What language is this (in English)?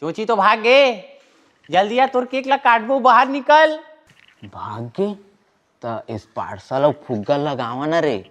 Chhattisgarhi